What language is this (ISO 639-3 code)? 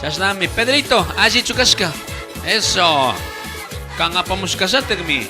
qug